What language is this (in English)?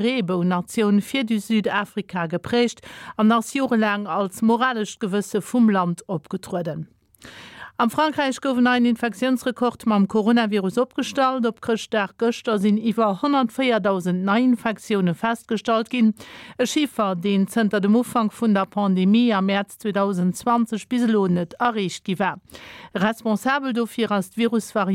Luxembourgish